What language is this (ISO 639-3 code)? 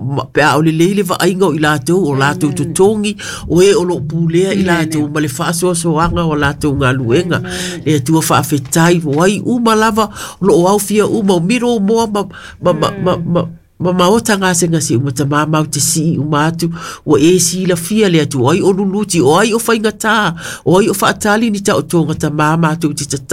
smo